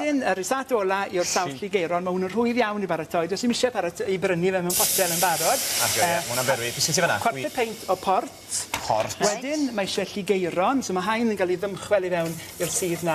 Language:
Welsh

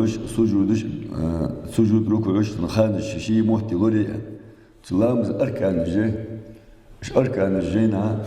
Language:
Ingush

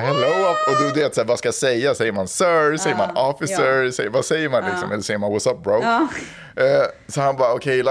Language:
Swedish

